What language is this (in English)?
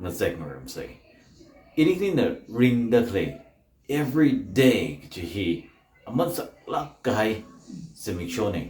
Tangkhul Naga (India)